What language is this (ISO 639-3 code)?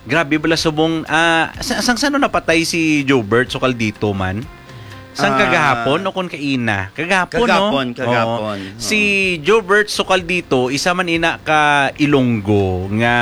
hil